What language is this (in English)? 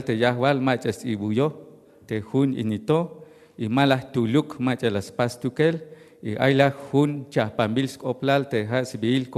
Tzeltal